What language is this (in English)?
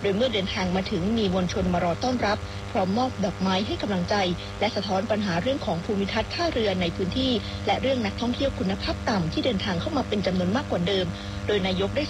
Thai